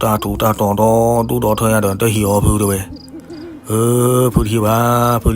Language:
S'gaw Karen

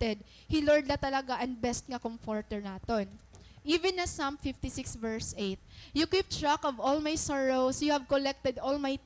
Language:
Waray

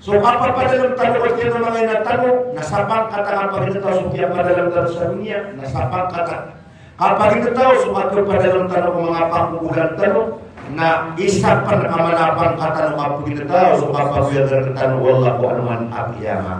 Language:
Maranao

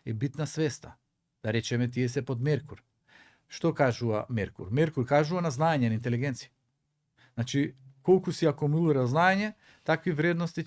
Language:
Macedonian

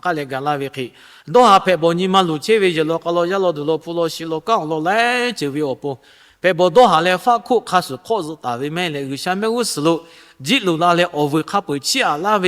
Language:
Lahu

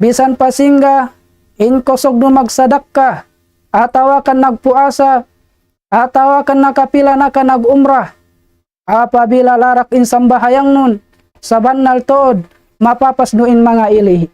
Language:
Tausug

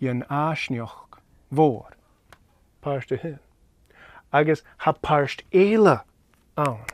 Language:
Scottish Gaelic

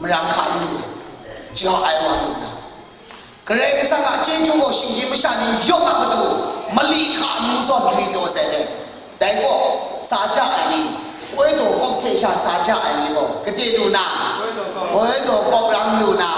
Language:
Kachin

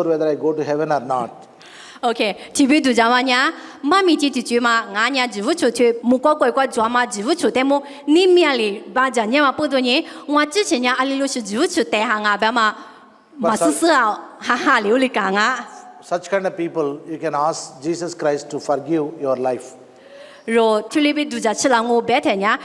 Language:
Lisu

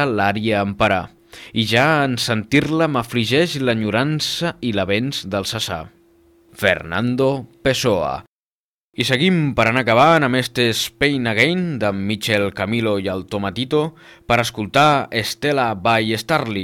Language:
Catalan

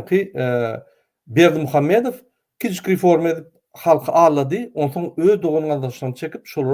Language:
Turkmen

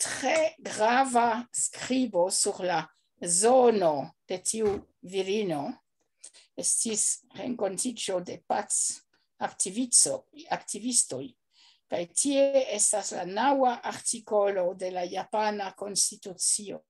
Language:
Esperanto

